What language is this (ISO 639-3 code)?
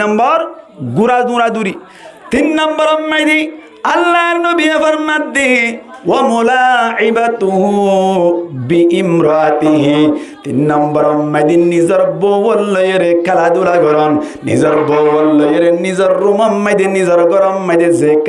rhg